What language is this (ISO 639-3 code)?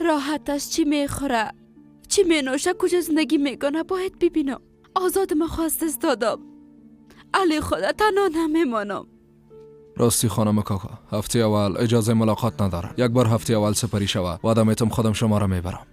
fas